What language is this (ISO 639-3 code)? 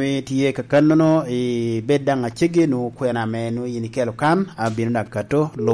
laj